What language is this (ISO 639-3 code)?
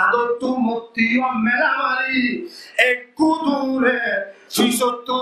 rhg